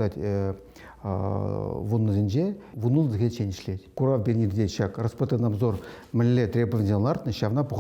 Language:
Chuvash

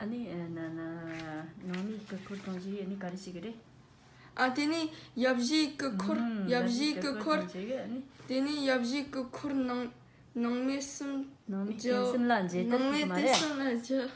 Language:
Tibetan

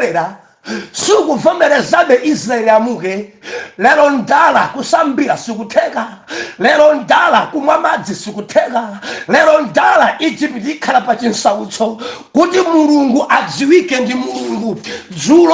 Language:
Nyanja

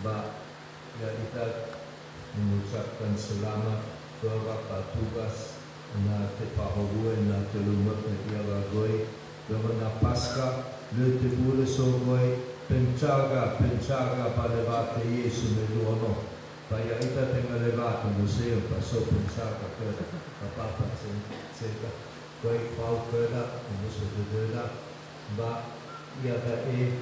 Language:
Nias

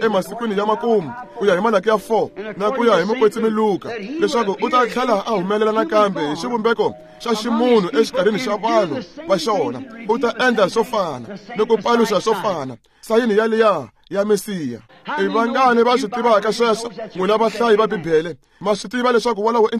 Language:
Tsonga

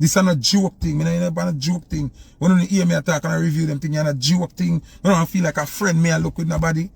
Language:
Jamaican Creole English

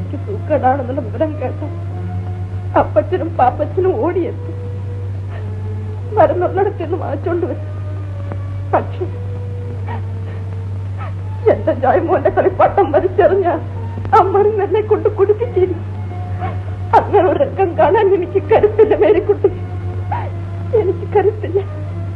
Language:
Malayalam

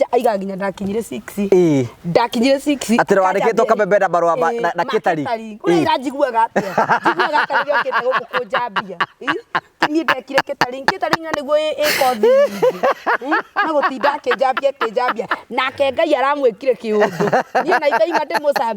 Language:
Kikuyu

